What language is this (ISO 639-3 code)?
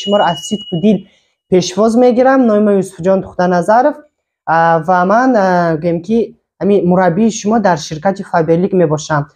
tgk